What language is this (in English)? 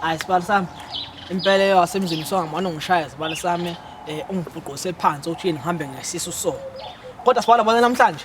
Zulu